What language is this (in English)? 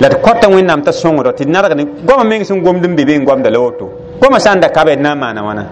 Mossi